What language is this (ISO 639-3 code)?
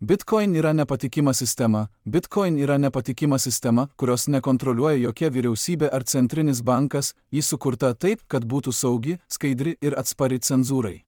lit